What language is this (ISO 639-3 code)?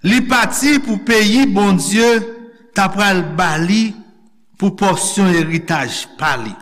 hat